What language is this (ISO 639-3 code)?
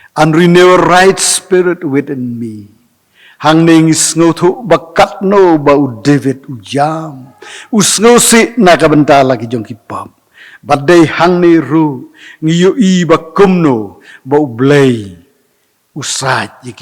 kha